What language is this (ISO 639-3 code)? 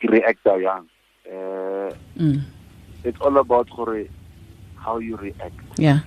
tsn